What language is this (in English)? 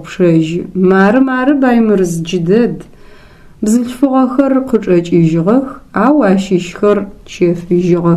Adyghe